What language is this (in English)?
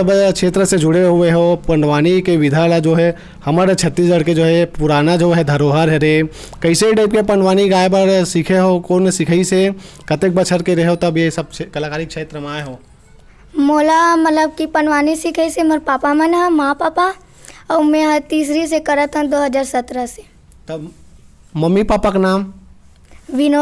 Chhattisgarhi